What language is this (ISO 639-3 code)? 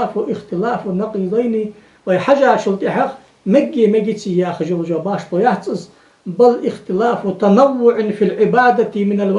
inh